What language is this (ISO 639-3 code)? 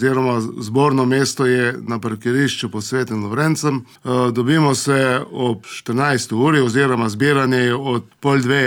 slv